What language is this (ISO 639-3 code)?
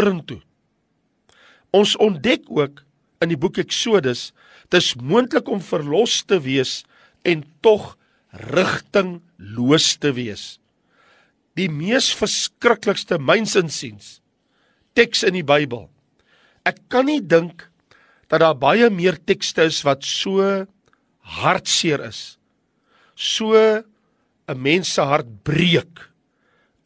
afr